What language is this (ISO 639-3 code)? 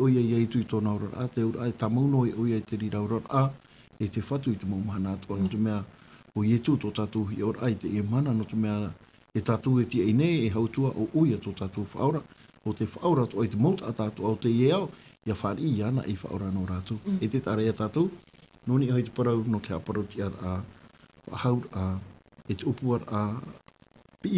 tah